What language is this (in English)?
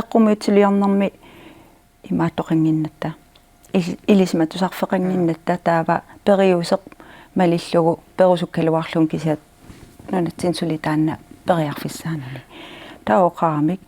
Kalaallisut